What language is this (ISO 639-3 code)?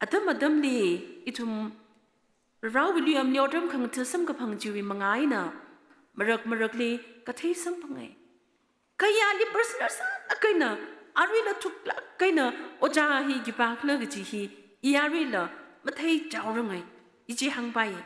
nmf